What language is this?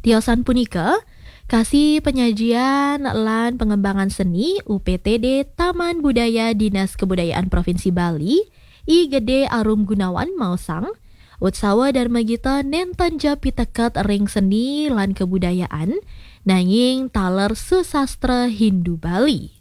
Balinese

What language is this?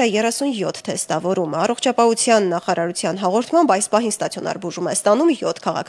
Armenian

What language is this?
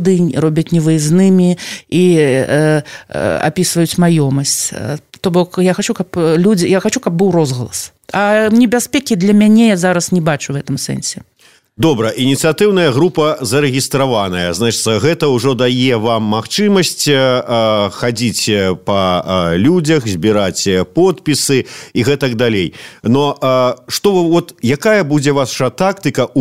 Belarusian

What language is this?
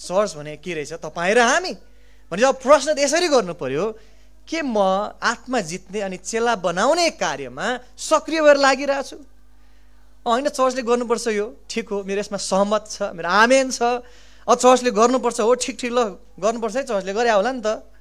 Nepali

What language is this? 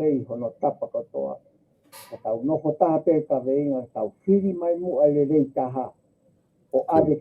Tongan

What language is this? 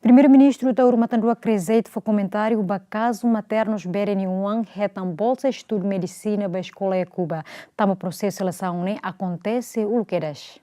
Tetum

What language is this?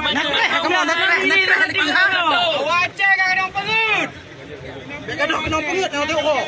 Achinese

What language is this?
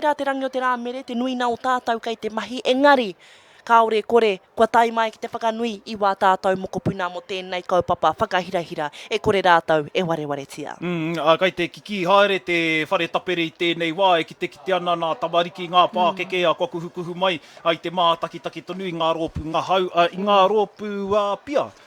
Māori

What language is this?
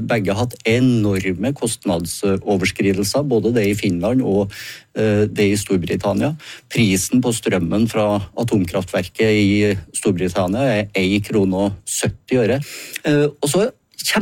Norwegian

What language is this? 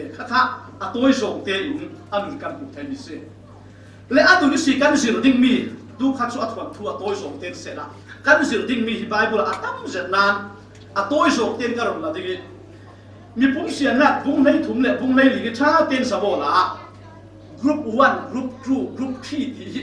Falam Chin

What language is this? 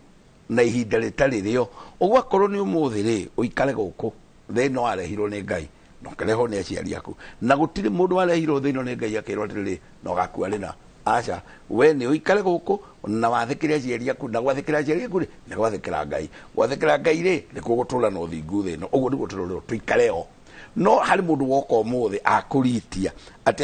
Kikuyu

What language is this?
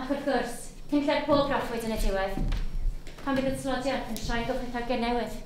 Welsh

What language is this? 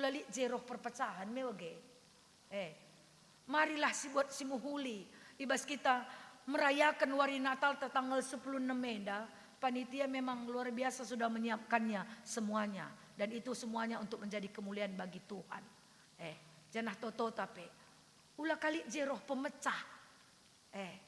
Batak Karo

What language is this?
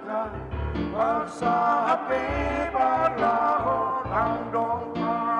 Batak Simalungun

